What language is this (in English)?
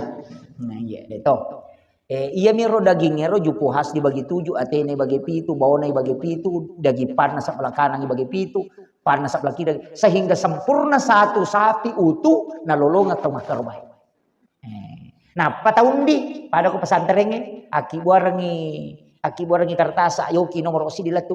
Buginese